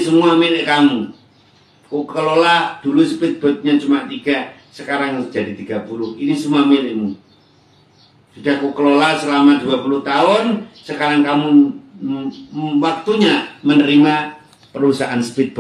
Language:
Indonesian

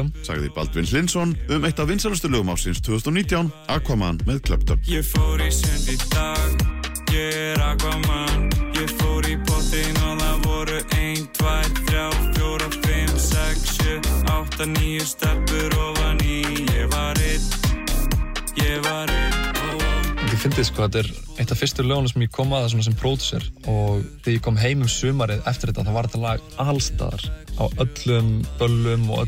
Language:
Icelandic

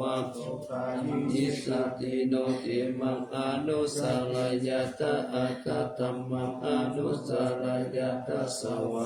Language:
Pali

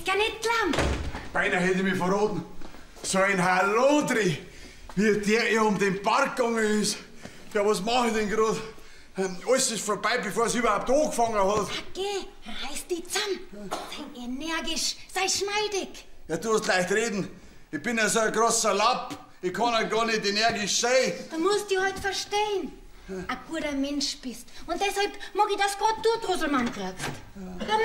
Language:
Bavarian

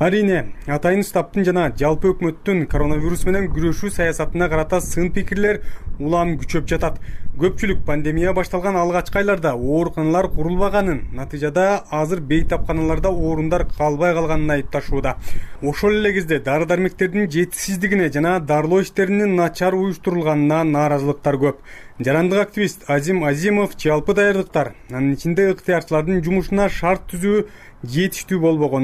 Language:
Kyrgyz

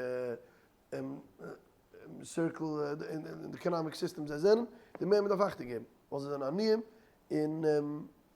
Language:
Yiddish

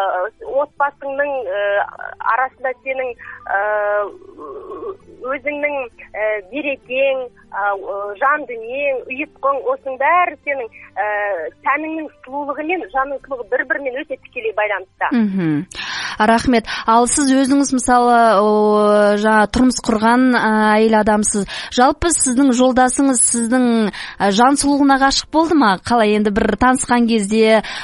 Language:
Kazakh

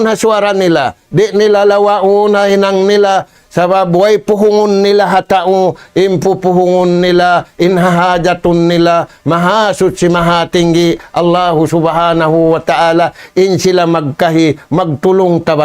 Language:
Tausug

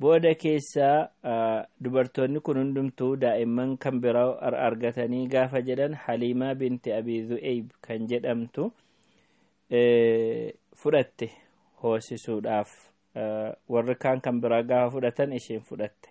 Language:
Oromo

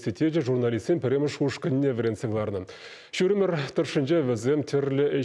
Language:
Chuvash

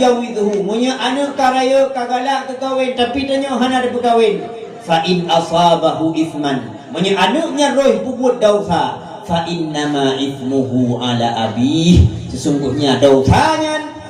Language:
Achinese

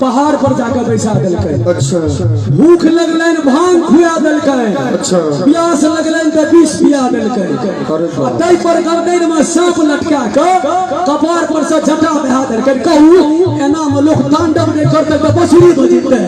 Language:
Maithili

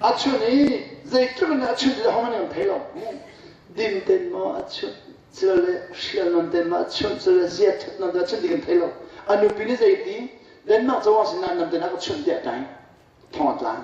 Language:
Hakha Chin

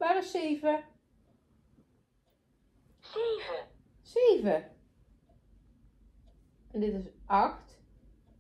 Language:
Dutch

